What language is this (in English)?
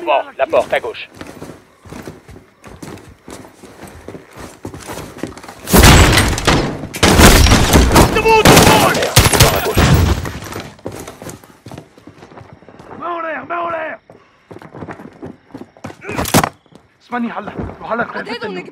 French